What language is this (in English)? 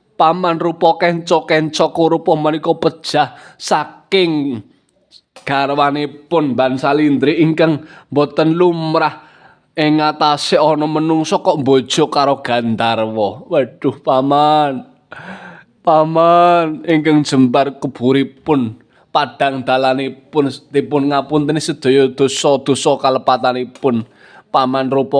Javanese